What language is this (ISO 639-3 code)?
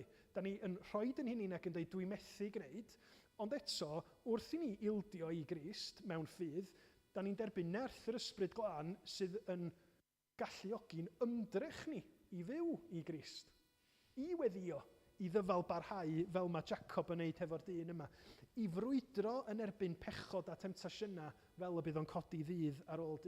cym